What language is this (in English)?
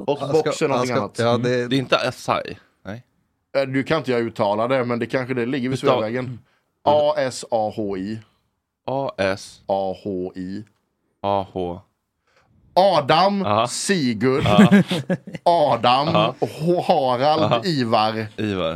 Swedish